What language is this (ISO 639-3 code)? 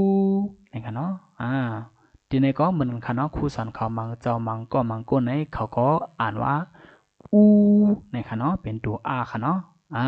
shn